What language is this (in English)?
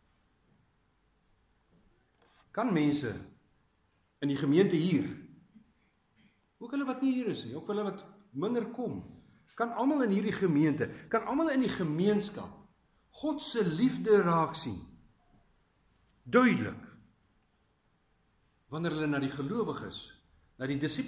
Afrikaans